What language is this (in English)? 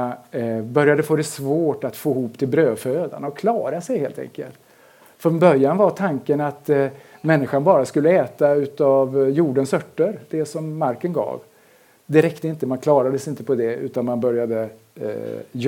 Swedish